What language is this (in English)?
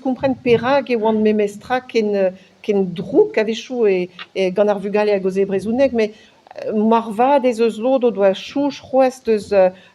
Breton